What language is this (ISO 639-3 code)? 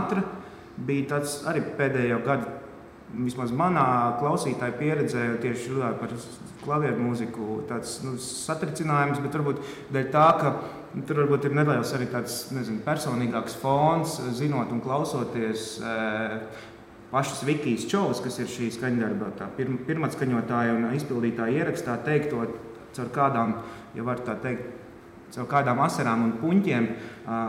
lav